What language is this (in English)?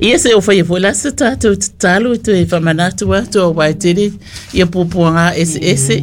Samoan